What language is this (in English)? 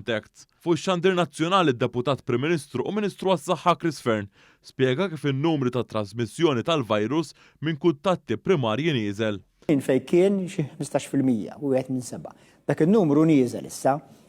Maltese